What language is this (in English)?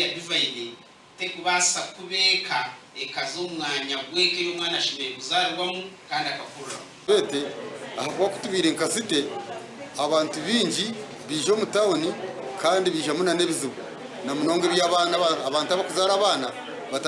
Nyankole